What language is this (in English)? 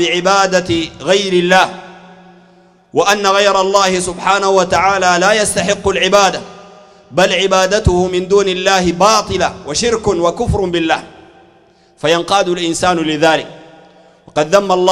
Sudanese Arabic